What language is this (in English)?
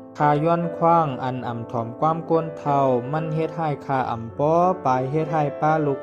Shan